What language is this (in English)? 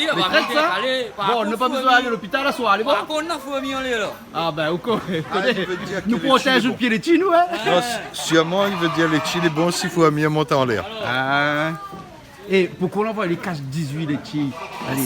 Réunion Creole French